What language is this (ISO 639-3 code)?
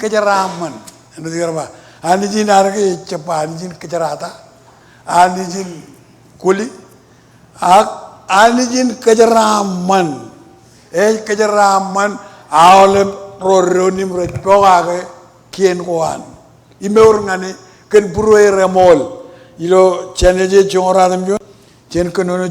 mah